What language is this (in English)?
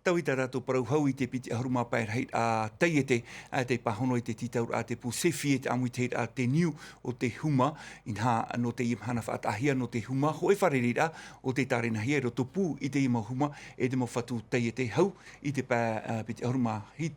Tahitian